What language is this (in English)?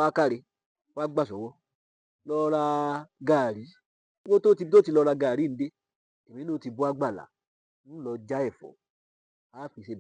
Yoruba